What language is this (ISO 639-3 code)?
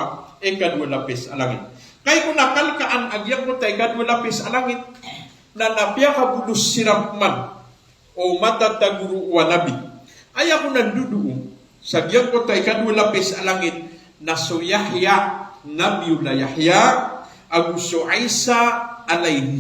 mrw